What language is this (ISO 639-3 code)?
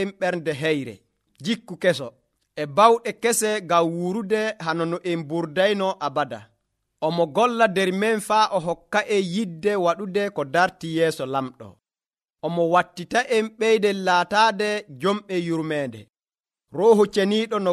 fuv